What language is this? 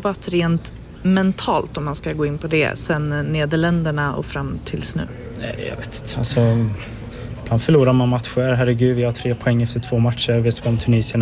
Swedish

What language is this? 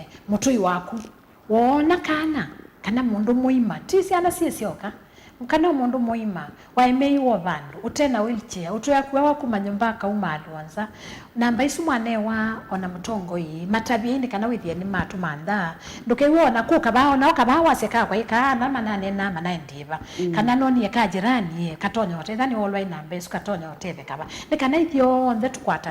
Kamba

